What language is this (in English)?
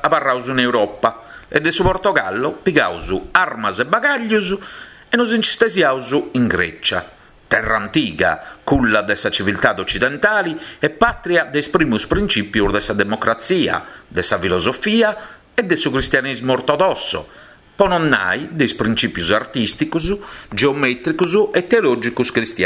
Sardinian